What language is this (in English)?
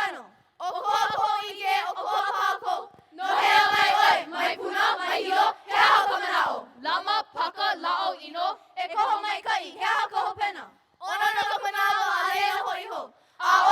Hawaiian